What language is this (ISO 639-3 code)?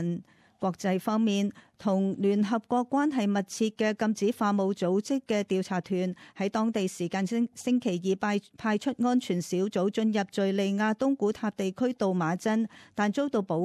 yue